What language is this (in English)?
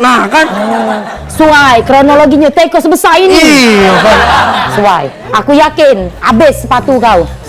Musi